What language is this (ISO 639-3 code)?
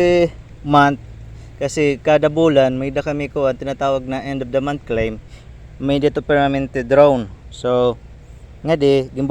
war